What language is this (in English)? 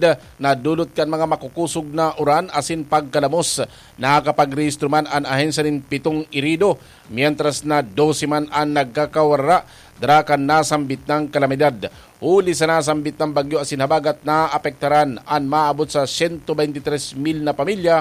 Bikol